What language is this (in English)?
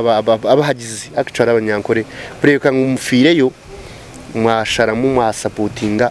Nyankole